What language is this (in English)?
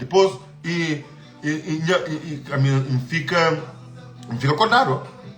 Kabuverdianu